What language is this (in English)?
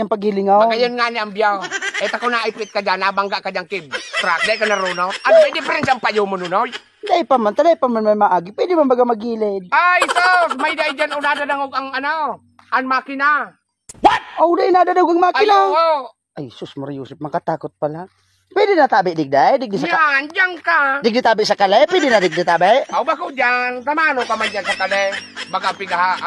Bikol